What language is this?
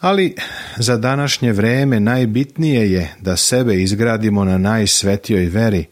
Serbian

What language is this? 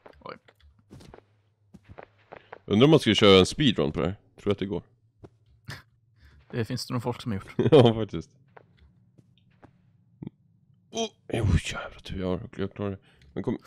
Swedish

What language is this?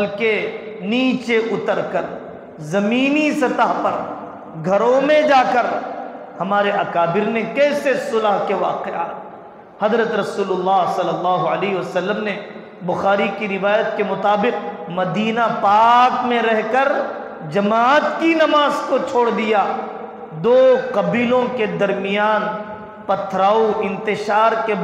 Urdu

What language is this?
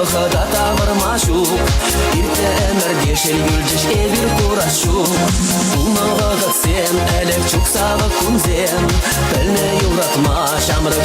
Chuvash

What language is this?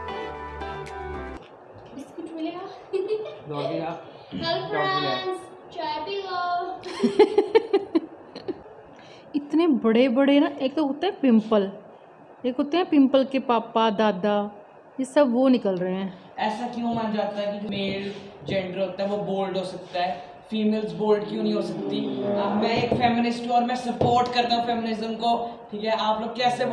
Hindi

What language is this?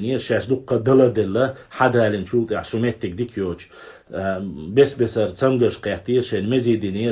Chechen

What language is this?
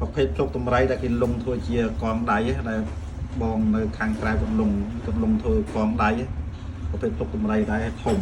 Khmer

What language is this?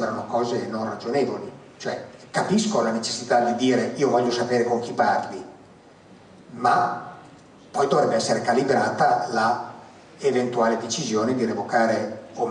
Italian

